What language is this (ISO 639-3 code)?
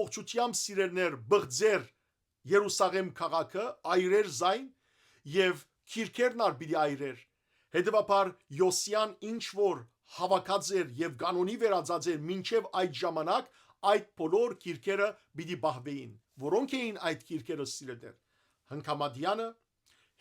hyw